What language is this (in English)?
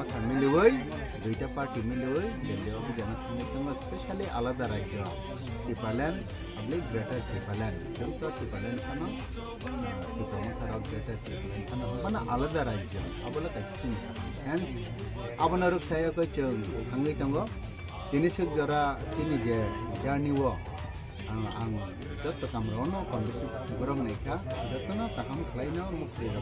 Kok Borok